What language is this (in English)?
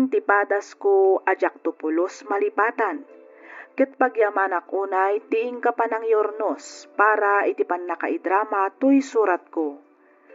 Iloko